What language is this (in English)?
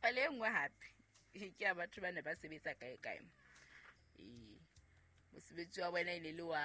Southern Sotho